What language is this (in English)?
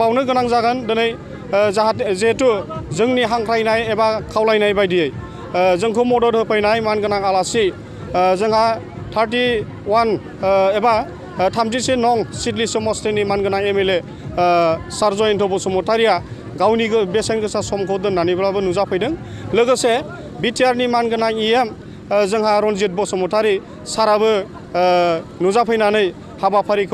Bodo